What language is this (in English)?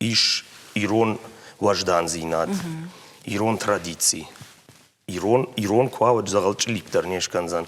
Ossetic